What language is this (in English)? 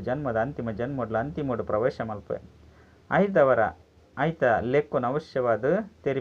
Tulu